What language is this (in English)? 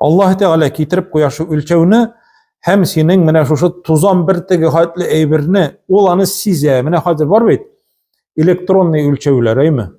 Tatar